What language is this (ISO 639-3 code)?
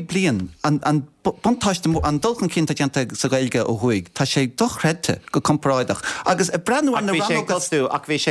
gle